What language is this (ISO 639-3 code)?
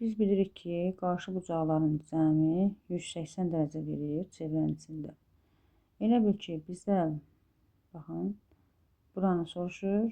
aze